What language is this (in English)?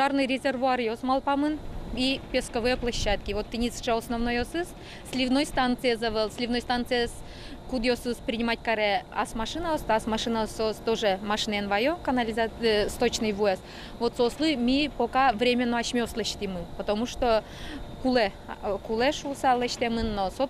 Udmurt